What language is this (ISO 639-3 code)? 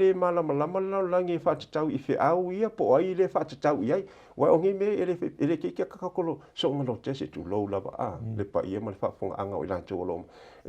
smo